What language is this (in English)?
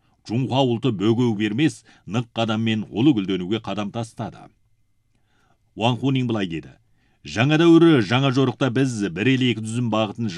Kazakh